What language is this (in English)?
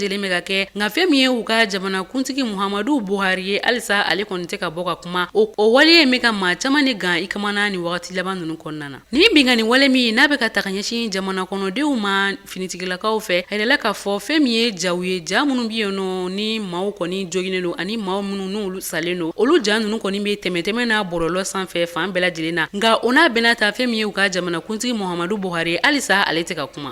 Bambara